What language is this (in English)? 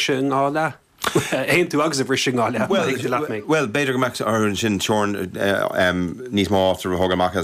Irish